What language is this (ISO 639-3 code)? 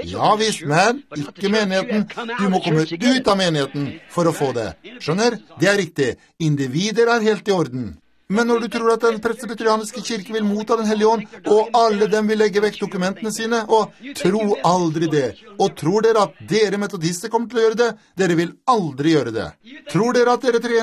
nor